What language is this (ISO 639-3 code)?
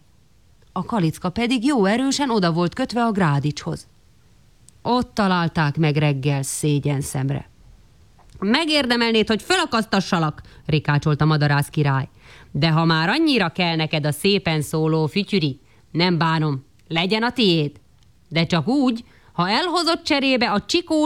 hun